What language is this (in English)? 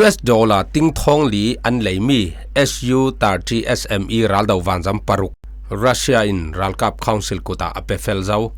Falam Chin